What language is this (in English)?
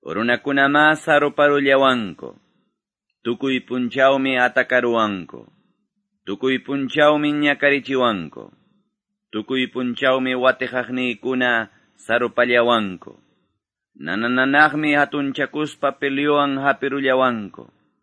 Quechua